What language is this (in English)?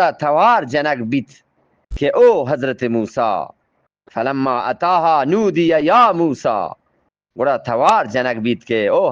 Eastern Balochi